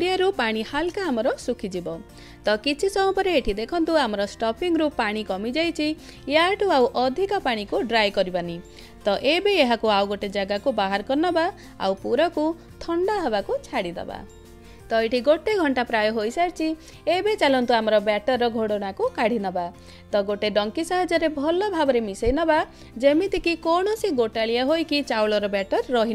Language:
Odia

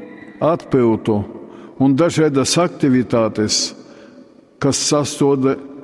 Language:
Latgalian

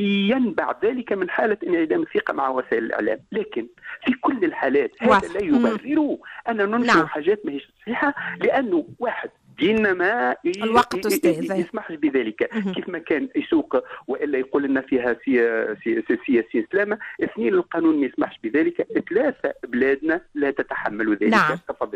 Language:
Tunisian Arabic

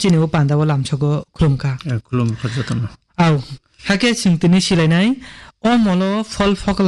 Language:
Kok Borok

